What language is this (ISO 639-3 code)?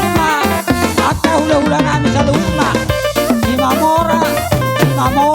bbc